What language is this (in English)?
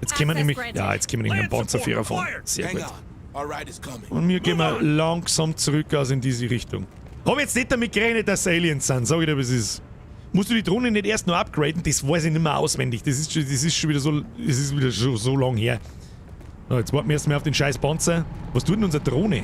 Bavarian